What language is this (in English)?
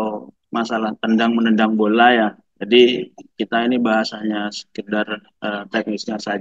Indonesian